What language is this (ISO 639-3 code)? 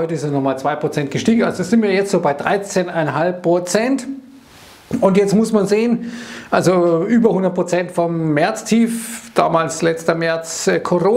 deu